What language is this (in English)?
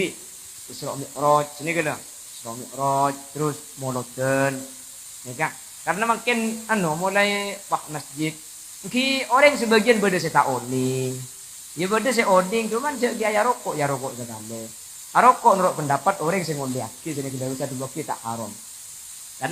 Madurese